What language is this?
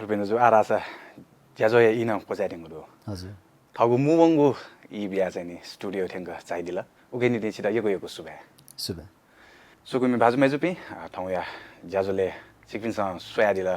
Newari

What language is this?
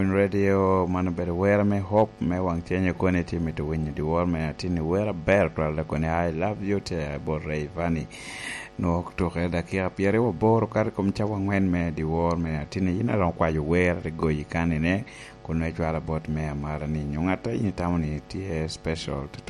Lango (Uganda)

